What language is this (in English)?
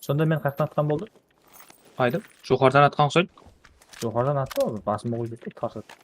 Kara-Kalpak